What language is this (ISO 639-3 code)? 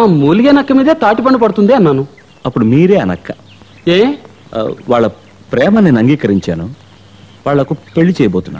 tel